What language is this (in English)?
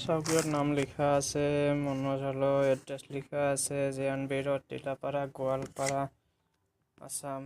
Assamese